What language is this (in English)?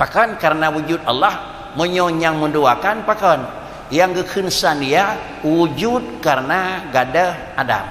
Achinese